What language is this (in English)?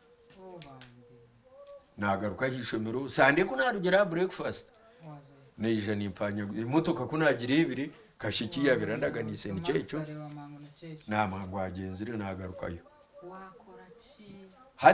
Nyankole